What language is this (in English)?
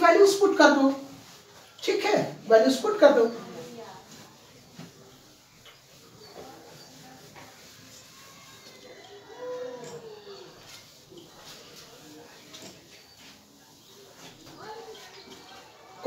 Hindi